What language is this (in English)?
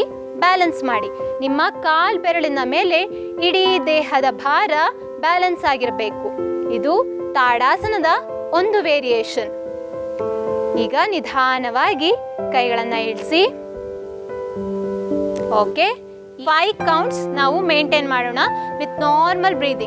Kannada